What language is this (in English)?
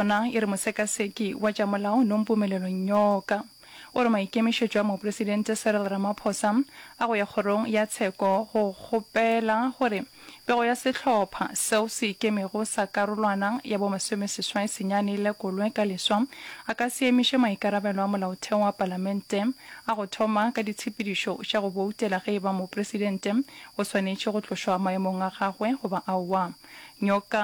Northern Sotho